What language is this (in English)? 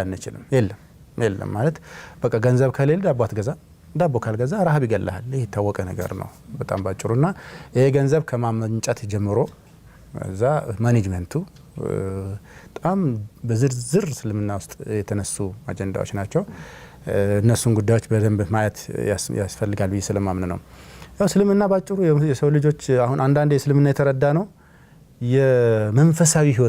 Amharic